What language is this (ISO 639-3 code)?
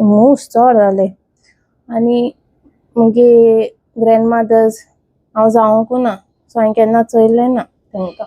kok